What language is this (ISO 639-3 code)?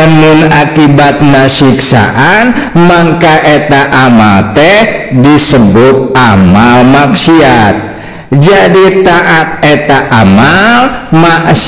sun